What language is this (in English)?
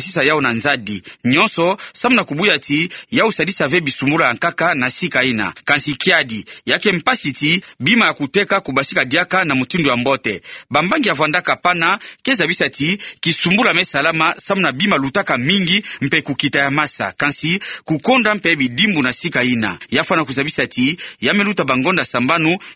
Kituba (Democratic Republic of Congo)